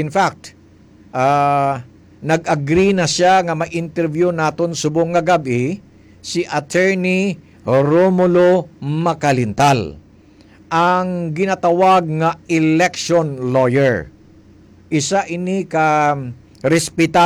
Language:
Hiligaynon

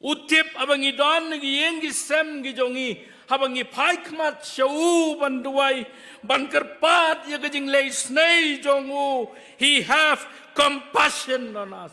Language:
Khasi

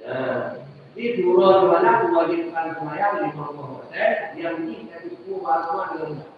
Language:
Achinese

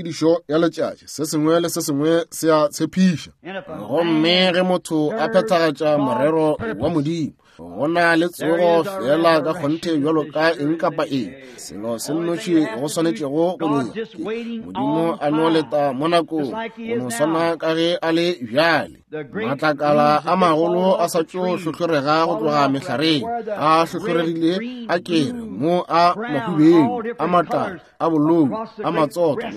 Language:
Northern Sotho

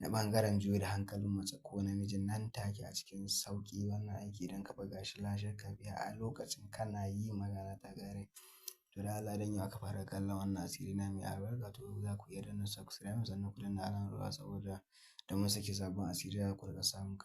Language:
Hausa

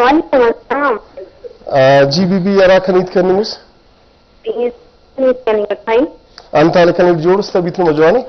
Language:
Brahui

